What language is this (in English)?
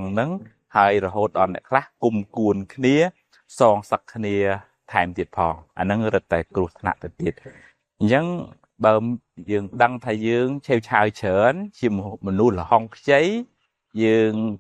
Khmer